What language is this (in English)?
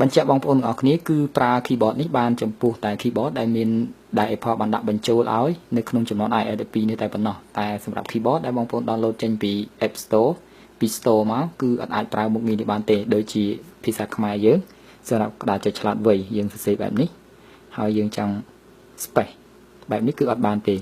Khmer